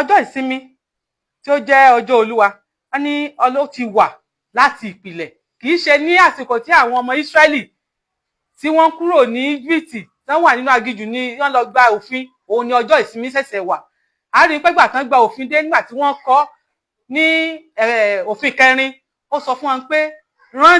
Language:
Yoruba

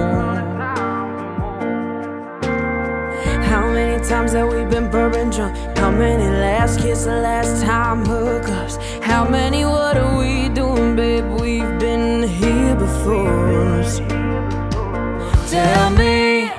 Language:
English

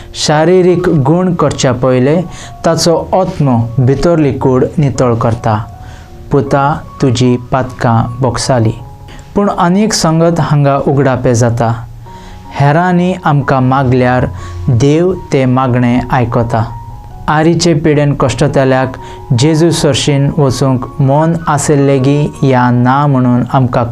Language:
Konkani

